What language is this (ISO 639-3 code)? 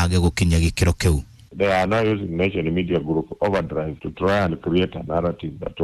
kik